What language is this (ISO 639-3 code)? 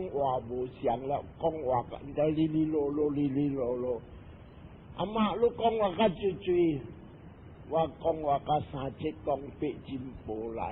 nan